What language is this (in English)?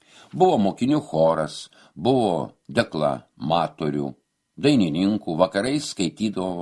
Lithuanian